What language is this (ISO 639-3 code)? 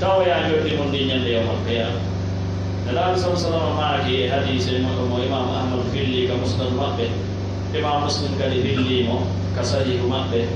ful